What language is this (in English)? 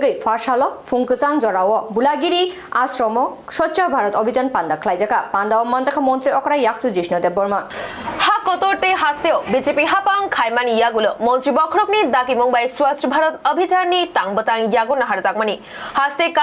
Kok Borok